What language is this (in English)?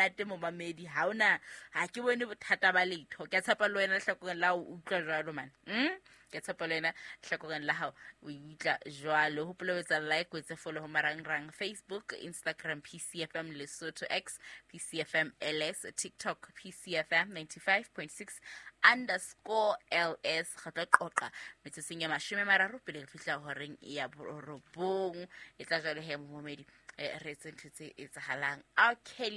Southern Sotho